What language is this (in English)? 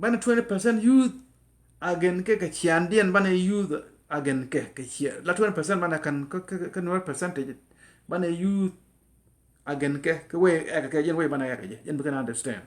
Nuer